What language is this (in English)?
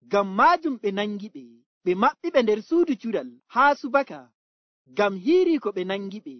Nigerian Fulfulde